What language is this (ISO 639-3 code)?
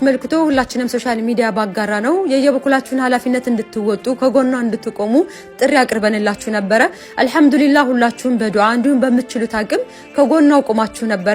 amh